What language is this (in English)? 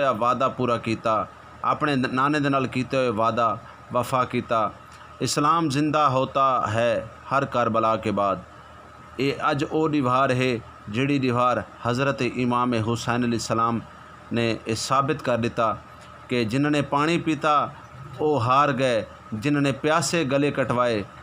Saraiki